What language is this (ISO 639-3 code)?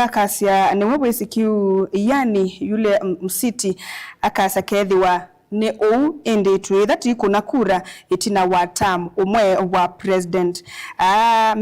kam